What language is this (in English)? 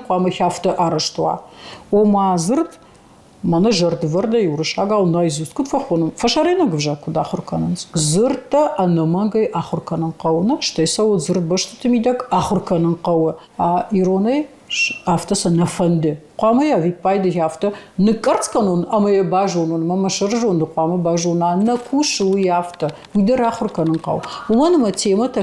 Ossetic